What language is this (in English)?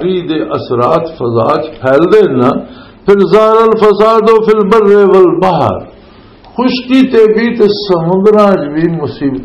Western Panjabi